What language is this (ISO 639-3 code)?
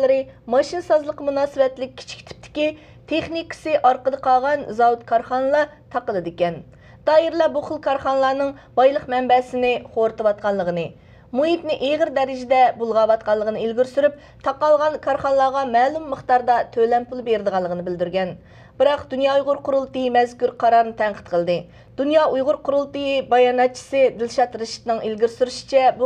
uig